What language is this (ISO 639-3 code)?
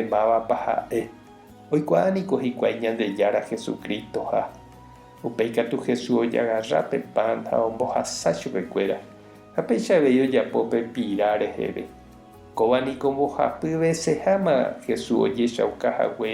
grn